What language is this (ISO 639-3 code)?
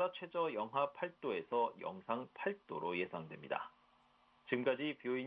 kor